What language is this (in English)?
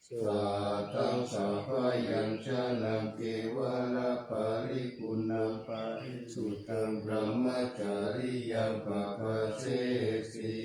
Pali